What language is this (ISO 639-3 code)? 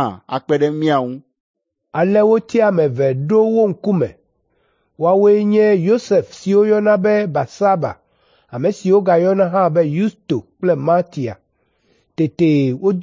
ewe